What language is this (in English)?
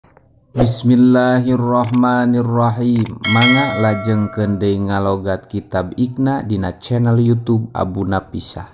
Sundanese